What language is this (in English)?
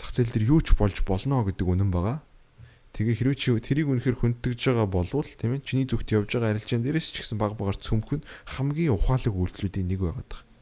Mongolian